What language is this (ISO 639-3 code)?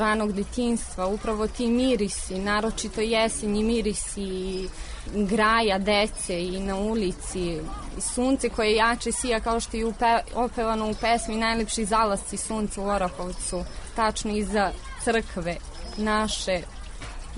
srp